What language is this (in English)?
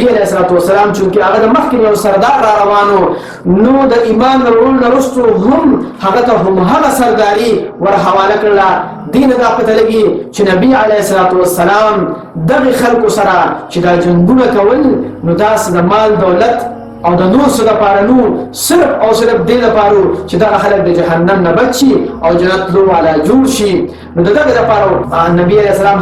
Pashto